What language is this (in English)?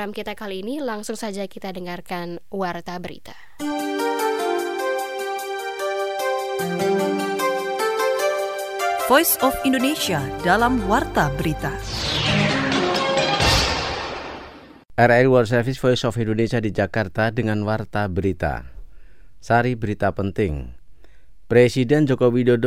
Indonesian